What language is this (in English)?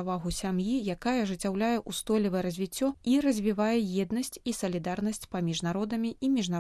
Belarusian